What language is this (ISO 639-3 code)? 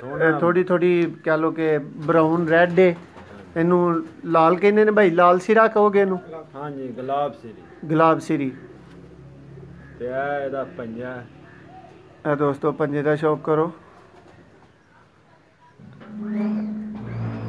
pan